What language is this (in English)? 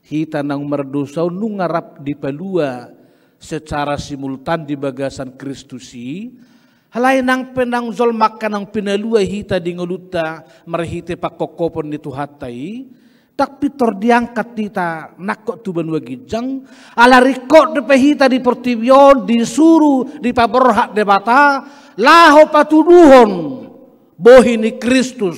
Batak Toba